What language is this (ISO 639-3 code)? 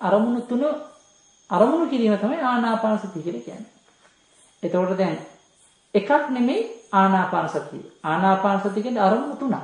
sin